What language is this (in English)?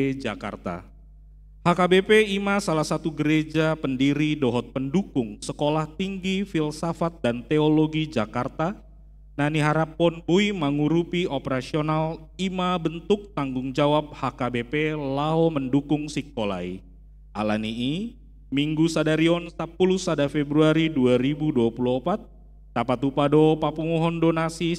Batak Toba